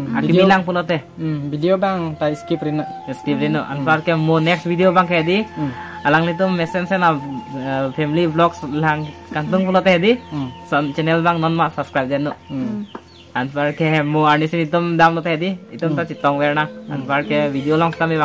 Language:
Karbi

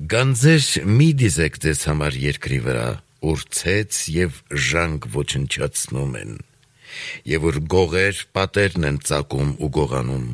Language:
Armenian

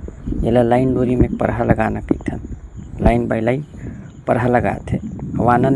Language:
Chhattisgarhi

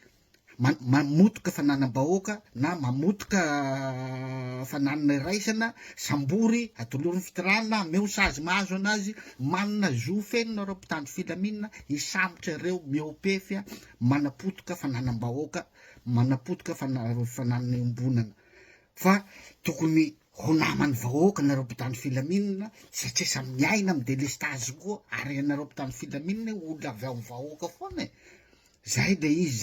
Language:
Malagasy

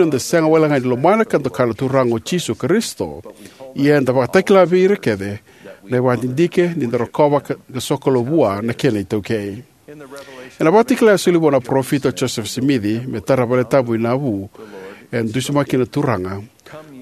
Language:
Fijian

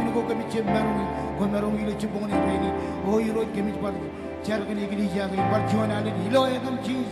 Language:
Marshallese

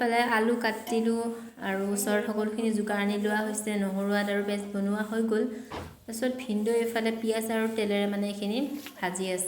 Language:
Assamese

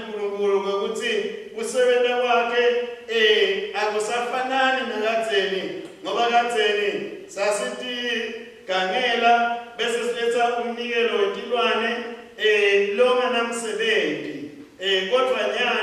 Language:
Swati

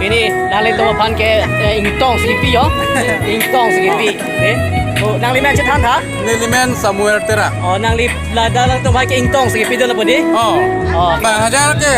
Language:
Karbi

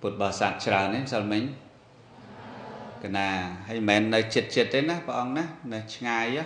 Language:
Khmer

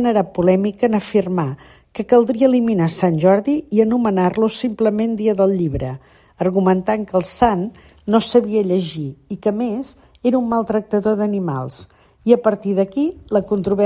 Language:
Catalan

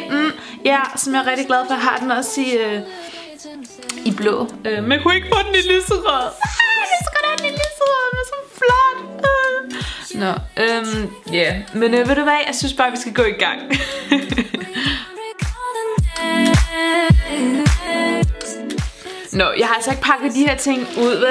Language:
Danish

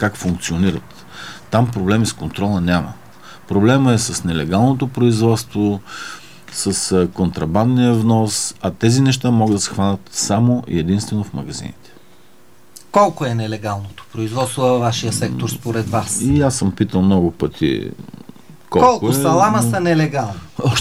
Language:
Bulgarian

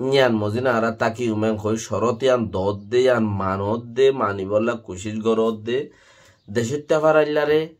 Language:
Rohingya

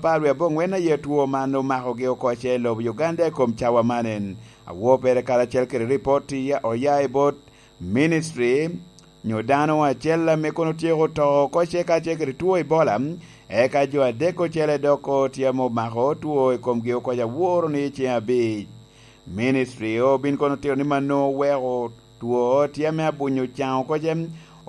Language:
Lango (Uganda)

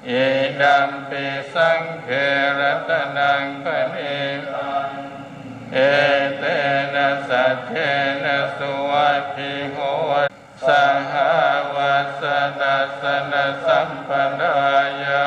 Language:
Pali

